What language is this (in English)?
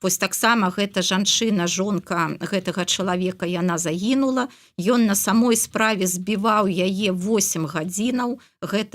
Belarusian